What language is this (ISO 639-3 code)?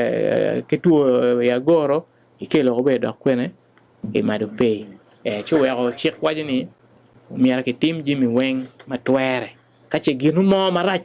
ach